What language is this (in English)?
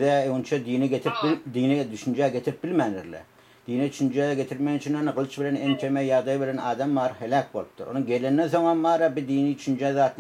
Turkmen